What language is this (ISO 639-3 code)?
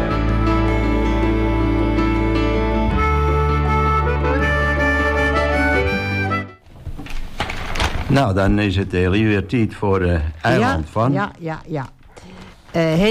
nld